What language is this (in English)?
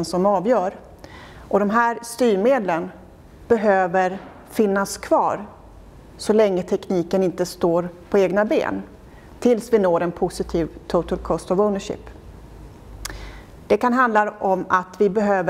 Swedish